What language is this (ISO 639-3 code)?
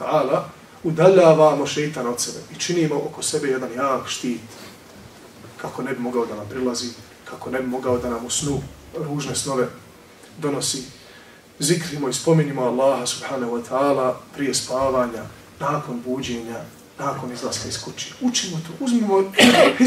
bos